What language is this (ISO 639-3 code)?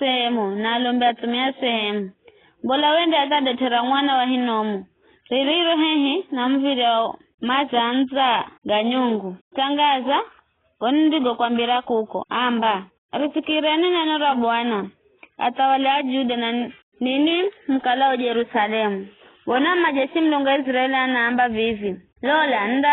nyf